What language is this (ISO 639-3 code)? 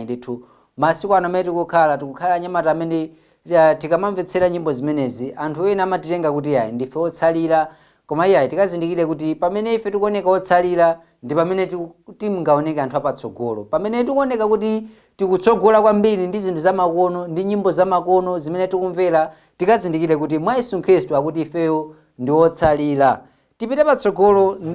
nya